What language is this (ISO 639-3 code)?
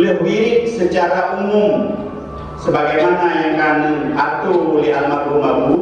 ace